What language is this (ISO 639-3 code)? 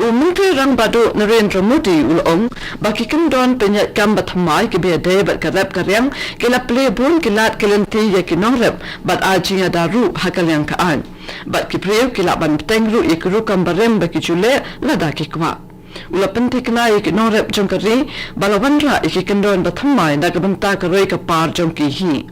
kha